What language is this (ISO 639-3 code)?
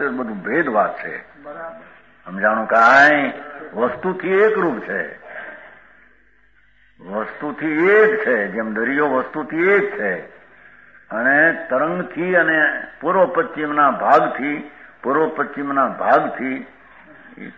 guj